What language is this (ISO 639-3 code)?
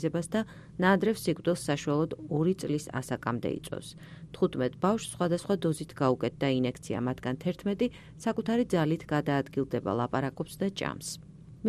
kat